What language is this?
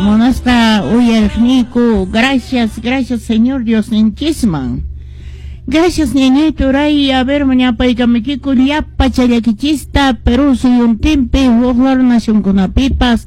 Quechua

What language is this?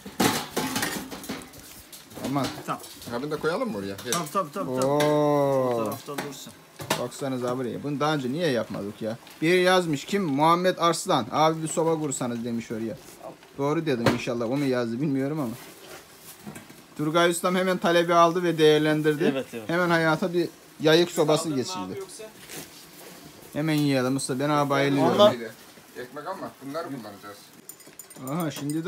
Turkish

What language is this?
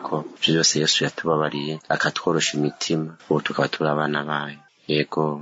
Rundi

